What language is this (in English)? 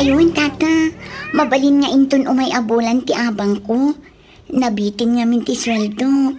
Iloko